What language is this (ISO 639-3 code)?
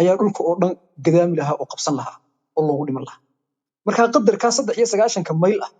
som